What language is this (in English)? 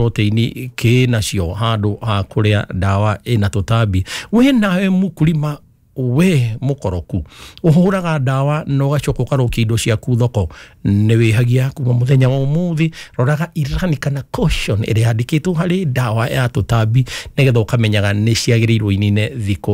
Kikuyu